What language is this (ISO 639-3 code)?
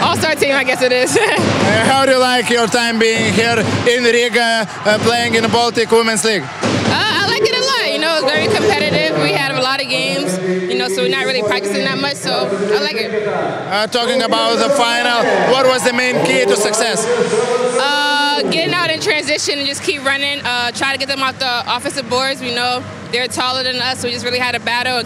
eng